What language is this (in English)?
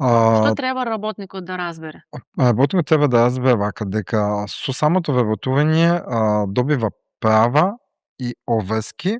Macedonian